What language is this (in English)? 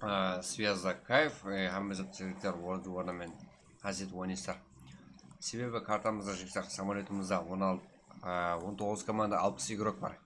Kara-Kalpak